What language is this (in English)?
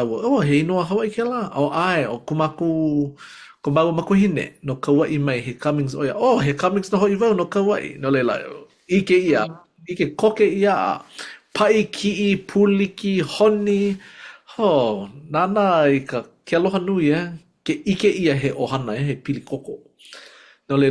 Hawaiian